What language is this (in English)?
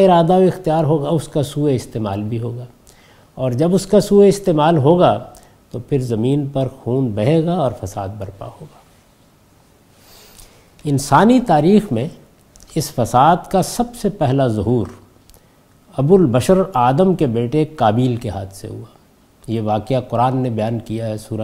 Urdu